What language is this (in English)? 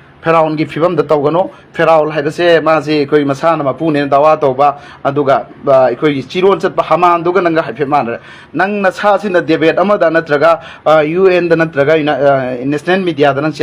Manipuri